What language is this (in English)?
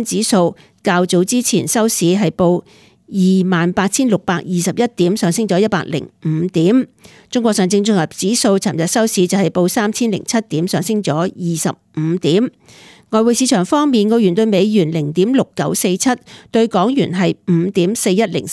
Cantonese